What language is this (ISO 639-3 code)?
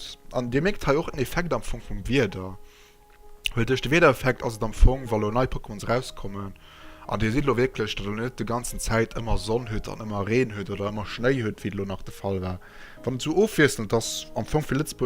ltz